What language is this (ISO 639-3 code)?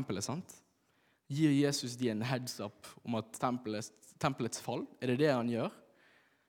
nor